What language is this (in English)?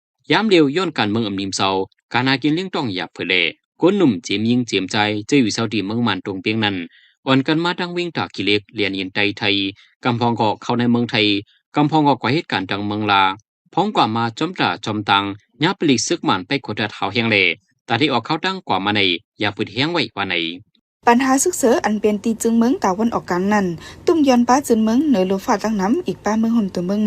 Shan